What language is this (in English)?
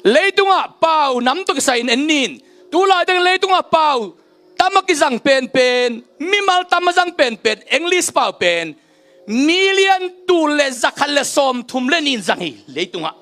Tedim Chin